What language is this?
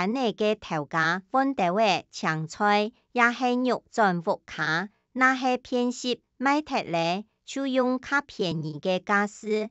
Hakka Chinese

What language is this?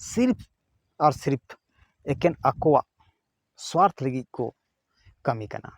Santali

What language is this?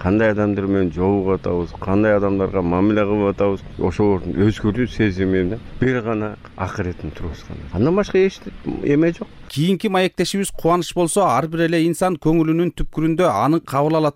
Kyrgyz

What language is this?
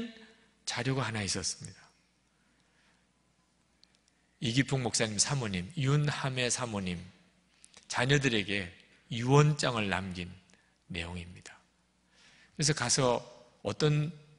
Korean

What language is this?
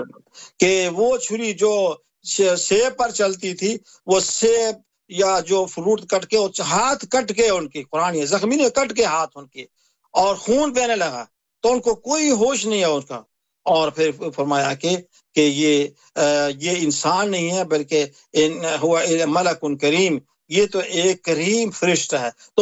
Urdu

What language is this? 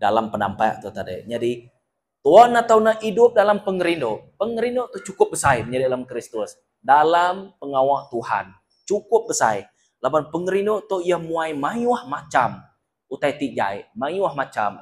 Iban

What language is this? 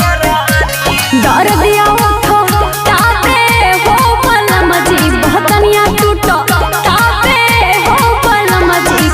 Bhojpuri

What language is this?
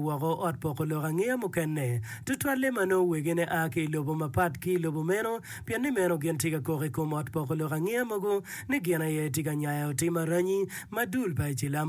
Acoli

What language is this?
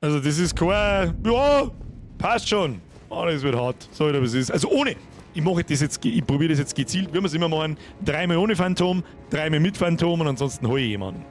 Bavarian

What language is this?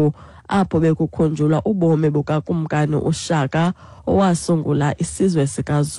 Xhosa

